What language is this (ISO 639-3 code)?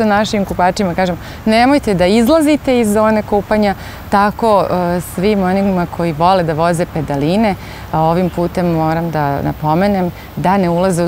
srp